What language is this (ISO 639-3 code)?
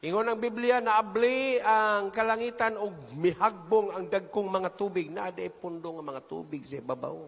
ceb